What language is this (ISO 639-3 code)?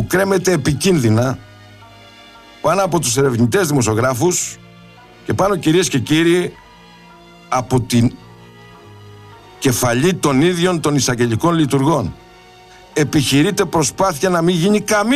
ell